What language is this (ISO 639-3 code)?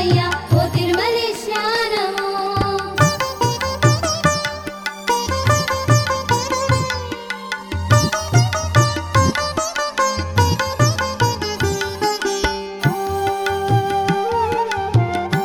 tel